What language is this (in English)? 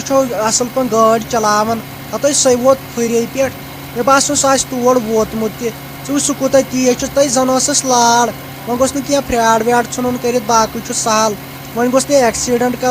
Kashmiri